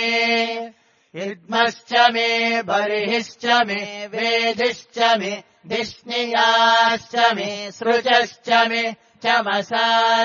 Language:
Sanskrit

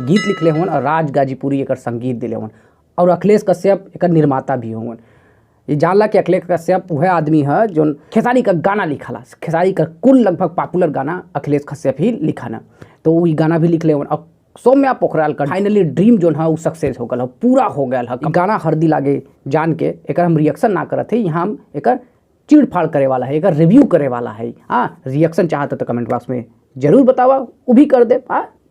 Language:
Bhojpuri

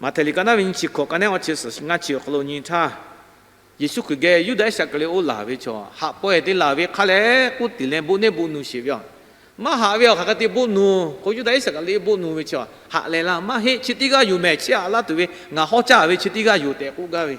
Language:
Lahu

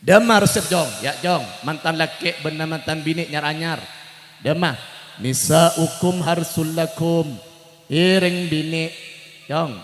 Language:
Madurese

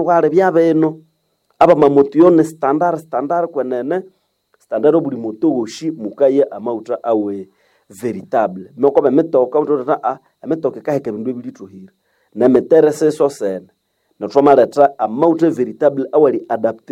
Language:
Nande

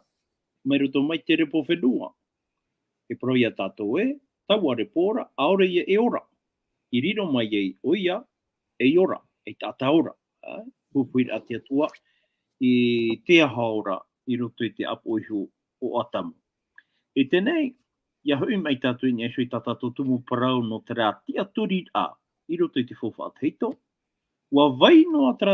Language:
Tahitian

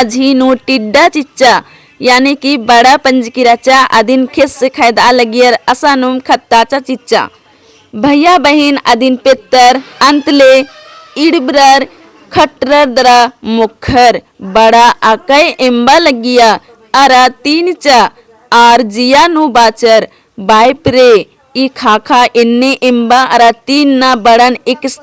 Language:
Kurukh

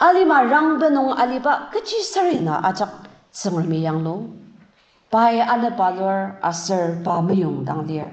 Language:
Ao Naga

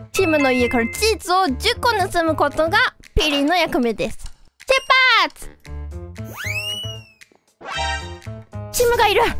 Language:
Japanese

